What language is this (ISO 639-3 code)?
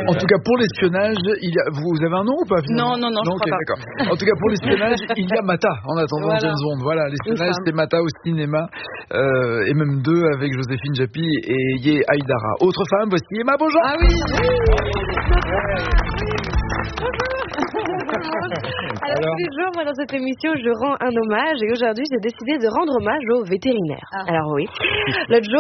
fra